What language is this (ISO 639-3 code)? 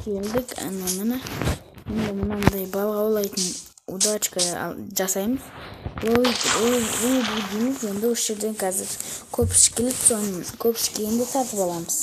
kaz